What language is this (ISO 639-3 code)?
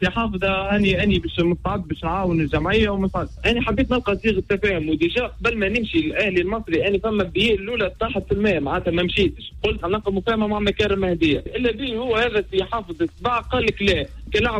aeb